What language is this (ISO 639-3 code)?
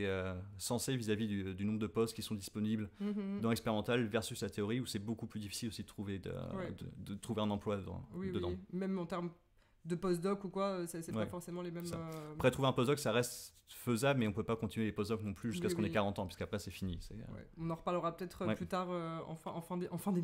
fra